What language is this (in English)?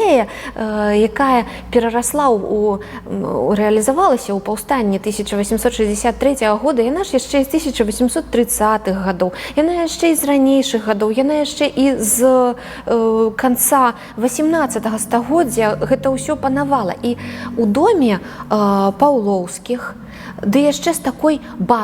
Belarusian